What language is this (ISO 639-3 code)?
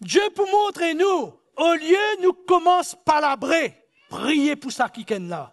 mfe